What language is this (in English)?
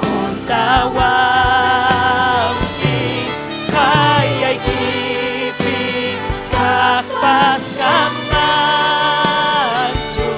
Ayacucho Quechua